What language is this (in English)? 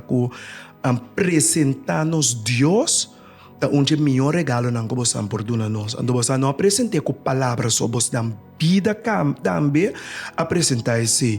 Papiamento